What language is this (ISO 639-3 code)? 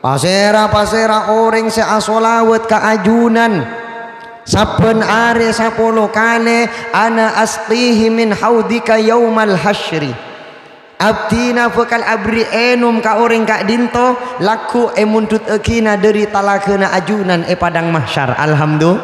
mad